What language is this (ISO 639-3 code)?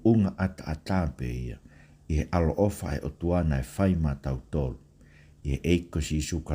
ton